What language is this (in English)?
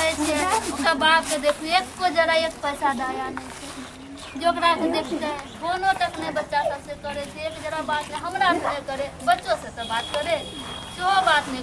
Maithili